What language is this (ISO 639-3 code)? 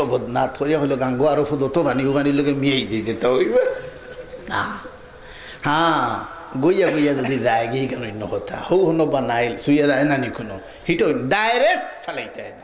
syl